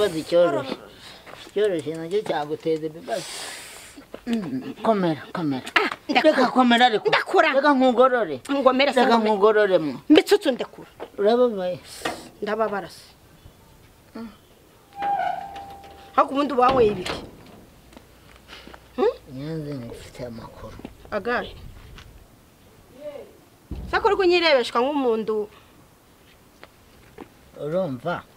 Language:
Kinyarwanda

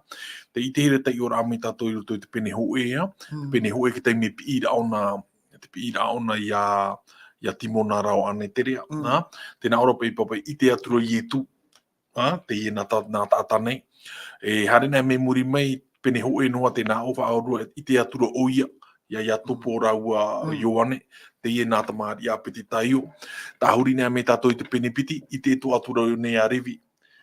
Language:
Tahitian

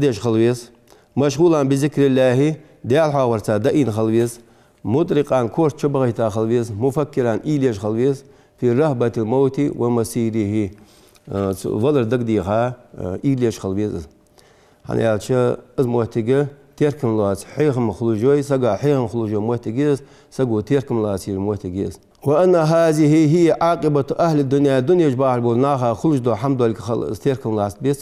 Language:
Ingush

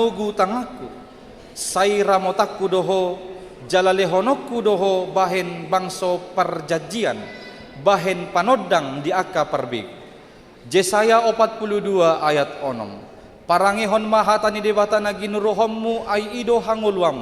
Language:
Batak Toba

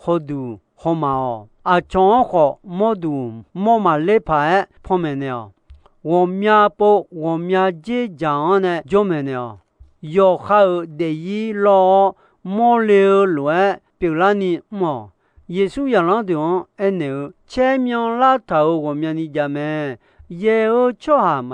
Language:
Akha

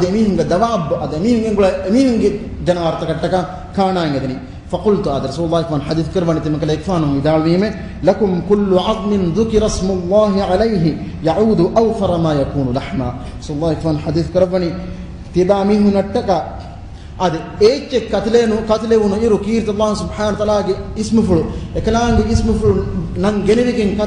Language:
Divehi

